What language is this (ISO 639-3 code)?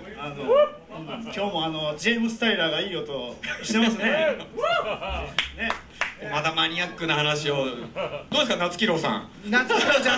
jpn